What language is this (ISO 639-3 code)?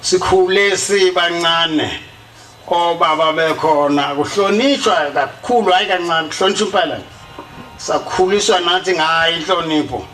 zul